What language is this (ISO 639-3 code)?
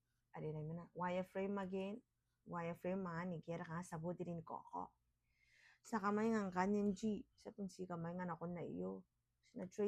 gil